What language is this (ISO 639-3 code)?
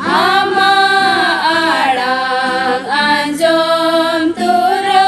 sat